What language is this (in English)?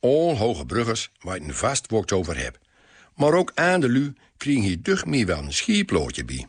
Gronings